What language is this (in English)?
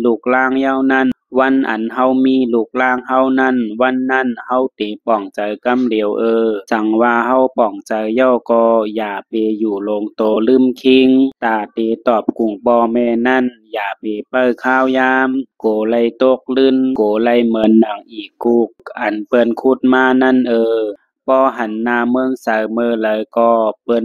Shan